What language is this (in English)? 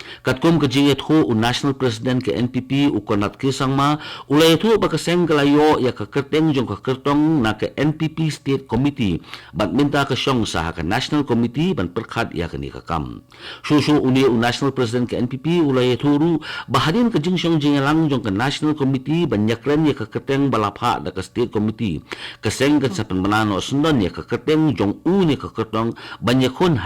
Khasi